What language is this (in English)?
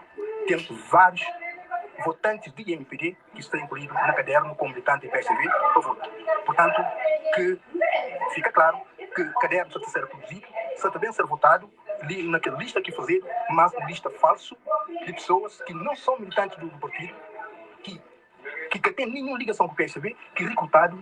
Kabuverdianu